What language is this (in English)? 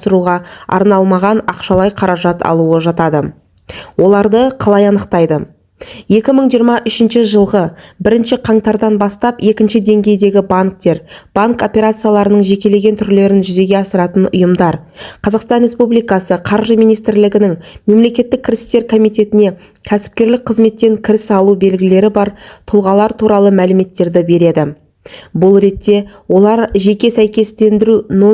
Kazakh